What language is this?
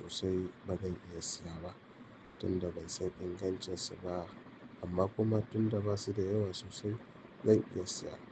Hausa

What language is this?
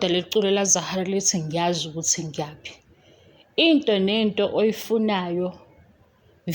Zulu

